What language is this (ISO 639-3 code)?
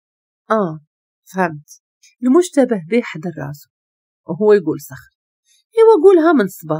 ary